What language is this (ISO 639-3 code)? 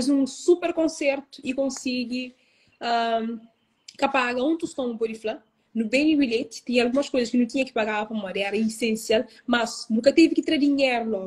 kea